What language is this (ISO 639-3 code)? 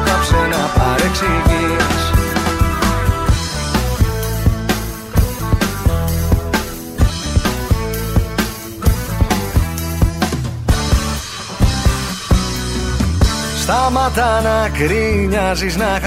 ell